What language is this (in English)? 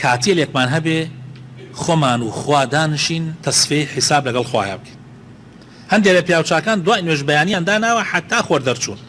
Central Kurdish